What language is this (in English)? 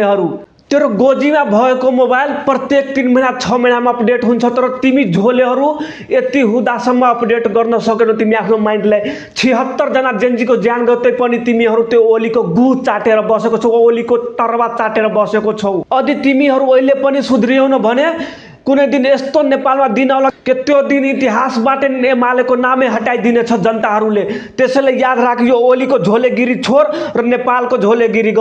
Nepali